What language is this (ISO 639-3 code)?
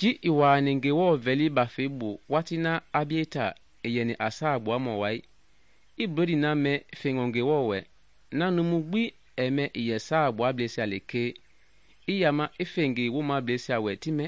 men